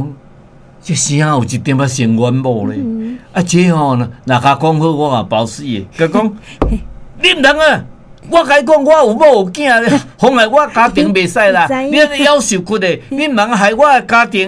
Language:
Min Nan Chinese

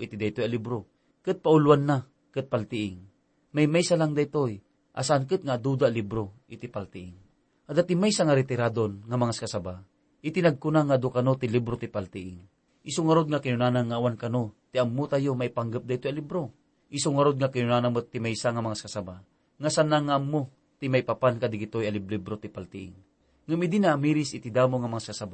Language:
Iloko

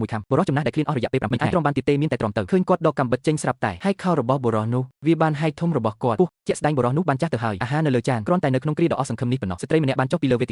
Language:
Khmer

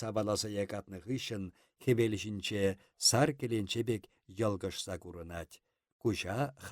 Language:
Chuvash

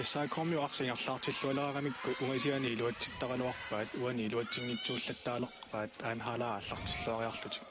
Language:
Kalaallisut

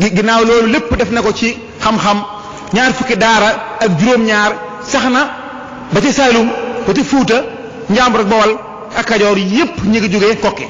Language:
Wolof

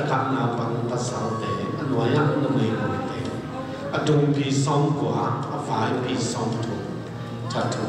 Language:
Tedim Chin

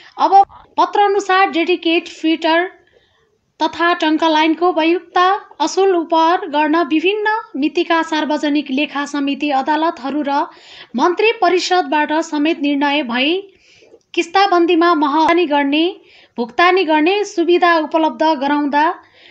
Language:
Nepali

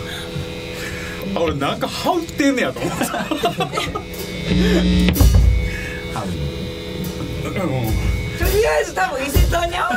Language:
Japanese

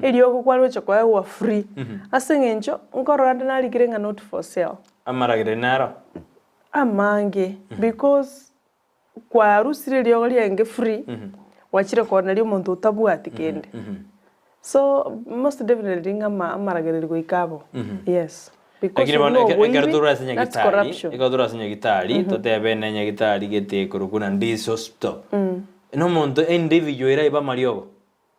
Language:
Gusii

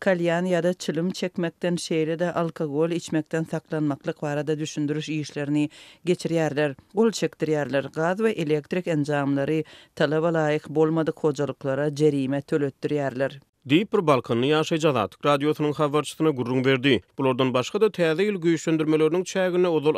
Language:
Turkmen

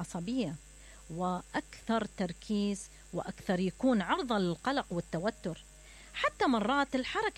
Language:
Mesopotamian Arabic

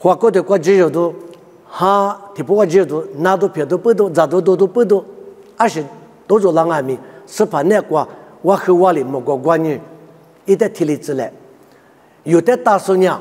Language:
Lisu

